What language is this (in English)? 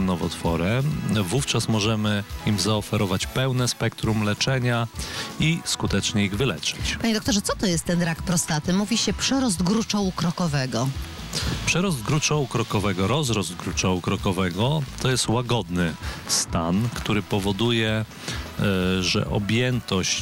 Polish